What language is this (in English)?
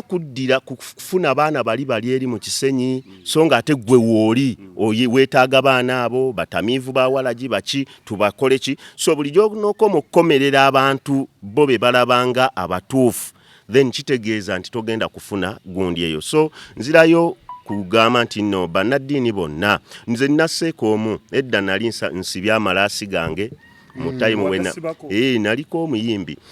Ganda